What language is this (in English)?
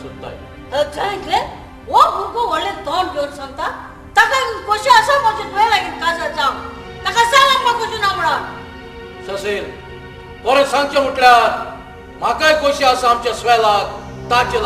Konkani